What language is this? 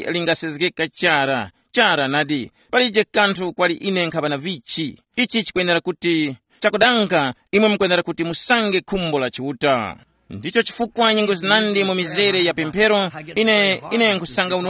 Tumbuka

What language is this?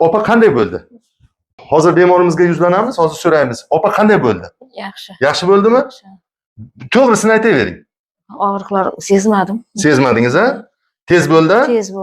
Uzbek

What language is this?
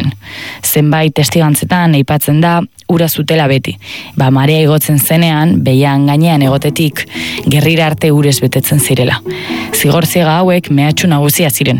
Basque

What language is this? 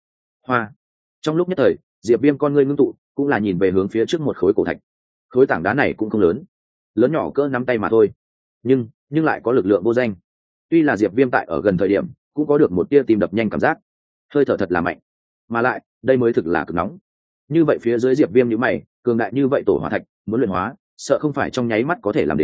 Vietnamese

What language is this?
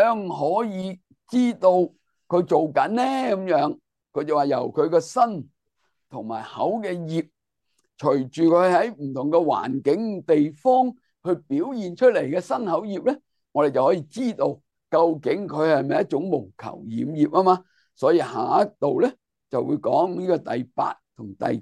Cantonese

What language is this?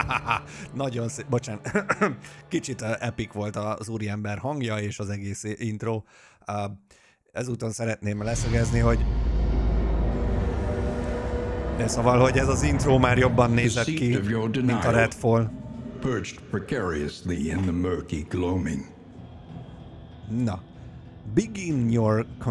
Hungarian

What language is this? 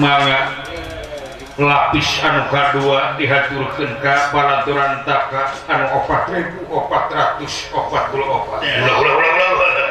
Sundanese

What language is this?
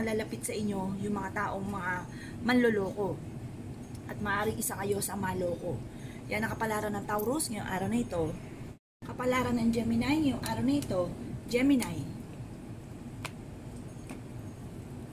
Filipino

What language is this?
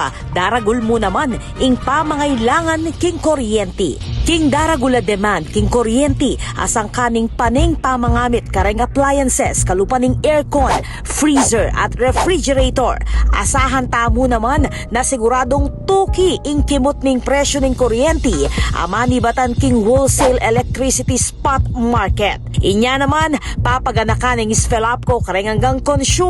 Pampanga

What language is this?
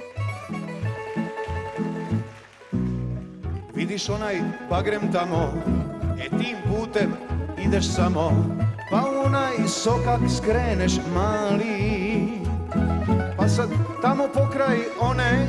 Croatian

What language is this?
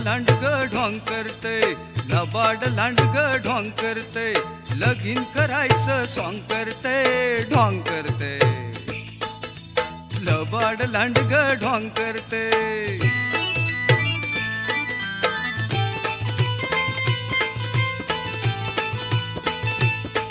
Marathi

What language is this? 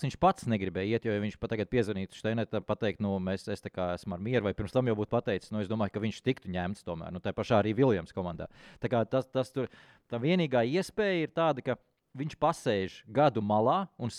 Latvian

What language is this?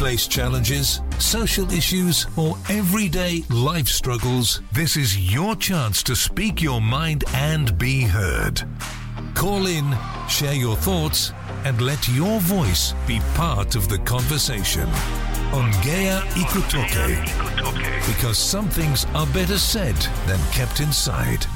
Swahili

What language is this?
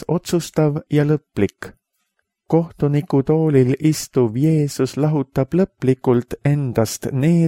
Estonian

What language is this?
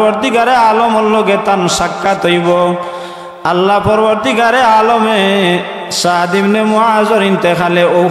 Sylheti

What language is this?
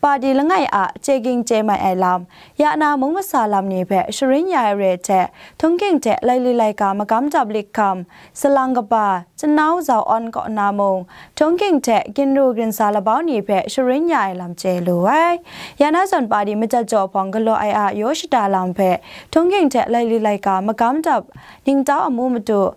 Kachin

